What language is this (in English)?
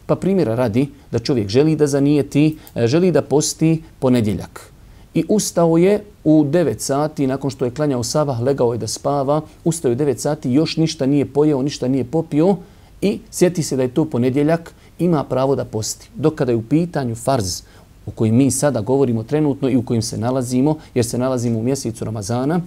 Bosnian